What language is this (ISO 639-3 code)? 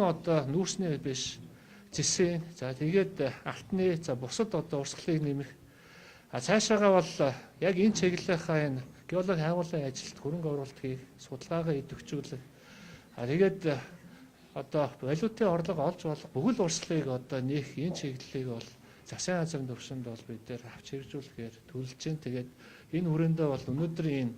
mon